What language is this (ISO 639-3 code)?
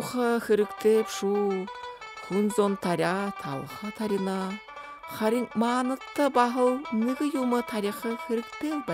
bua